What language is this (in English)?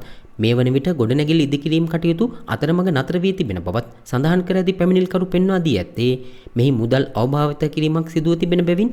Sinhala